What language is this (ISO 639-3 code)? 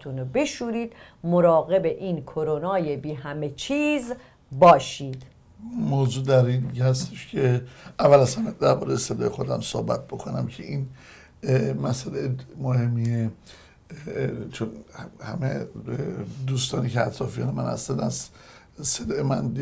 fas